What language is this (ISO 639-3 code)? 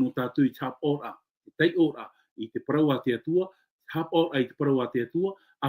tah